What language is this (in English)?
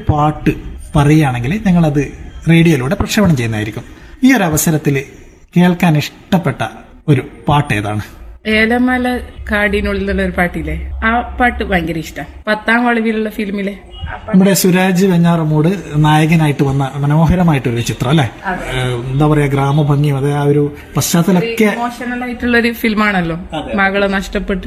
Malayalam